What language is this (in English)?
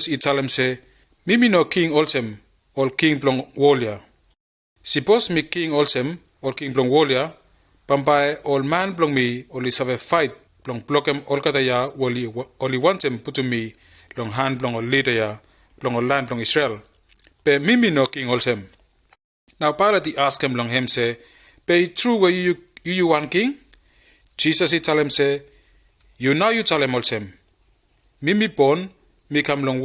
Bislama